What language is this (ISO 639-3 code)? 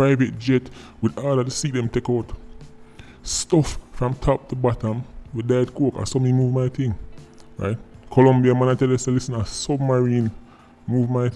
jam